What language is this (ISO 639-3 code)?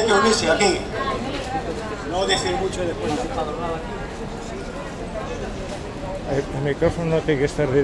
spa